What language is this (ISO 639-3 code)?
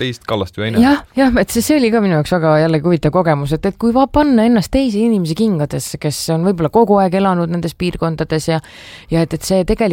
est